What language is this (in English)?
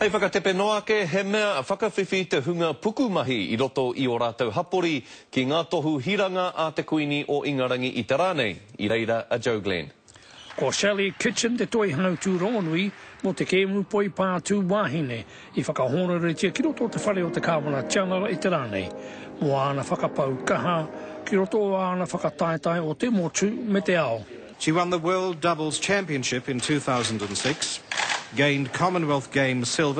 Māori